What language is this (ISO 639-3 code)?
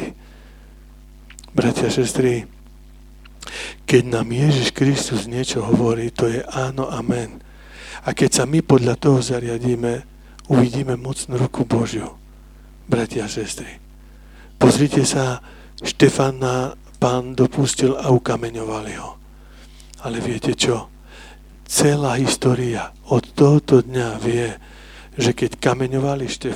slk